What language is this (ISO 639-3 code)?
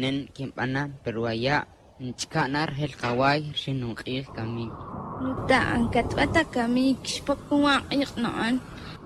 tzj